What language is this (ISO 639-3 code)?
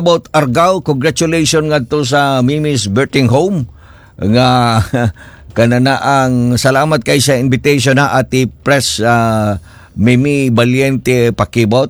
ceb